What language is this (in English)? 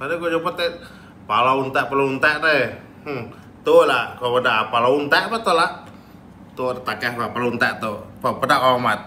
Iban